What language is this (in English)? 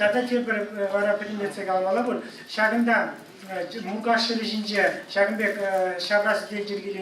Chuvash